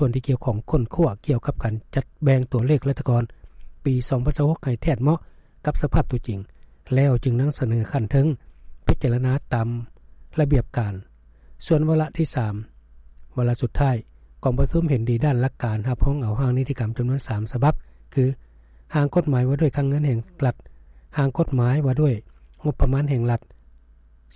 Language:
Lao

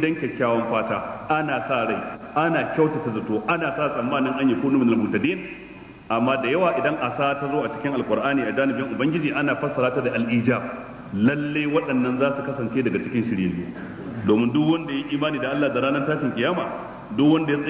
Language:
Hausa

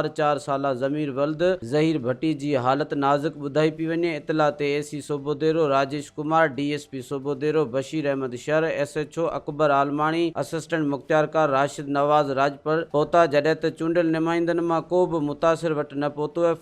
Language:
Sindhi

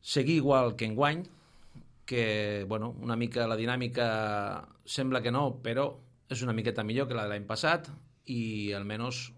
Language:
Catalan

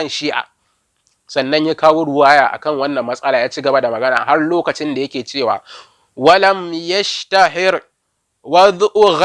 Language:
Hausa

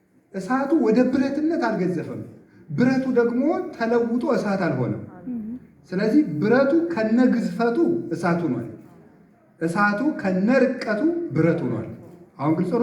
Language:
Amharic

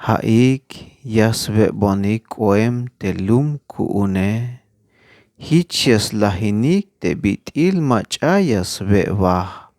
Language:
Tzeltal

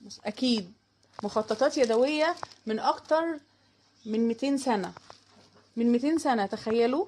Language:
Egyptian Arabic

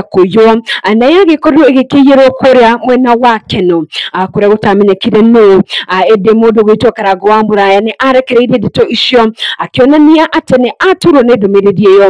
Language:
Kikuyu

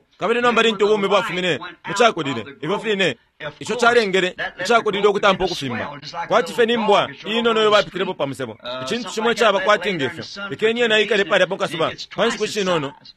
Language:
Bemba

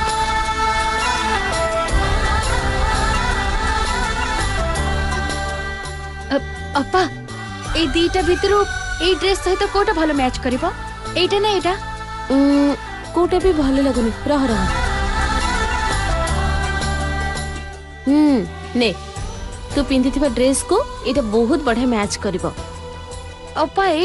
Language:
Odia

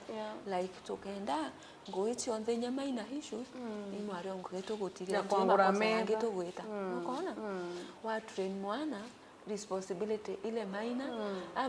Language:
Meru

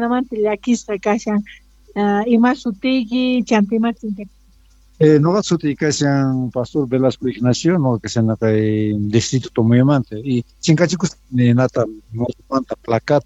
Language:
Quechua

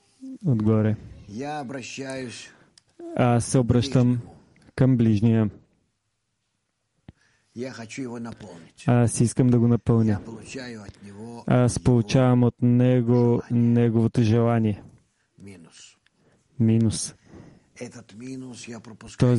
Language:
Bulgarian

